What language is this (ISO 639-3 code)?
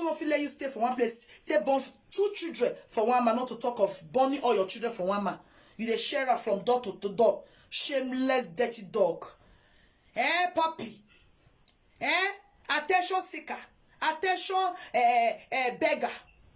pcm